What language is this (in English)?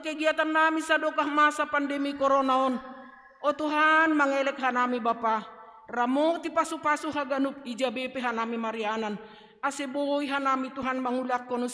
Batak Simalungun